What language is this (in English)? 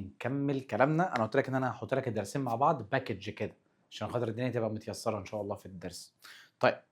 Egyptian Arabic